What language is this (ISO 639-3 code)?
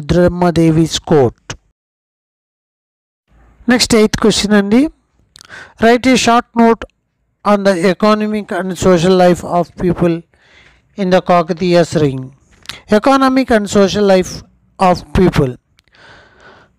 tel